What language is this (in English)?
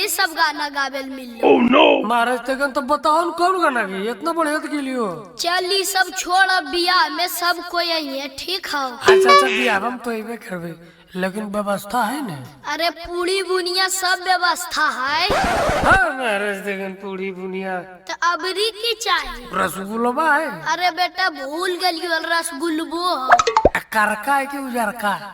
Magahi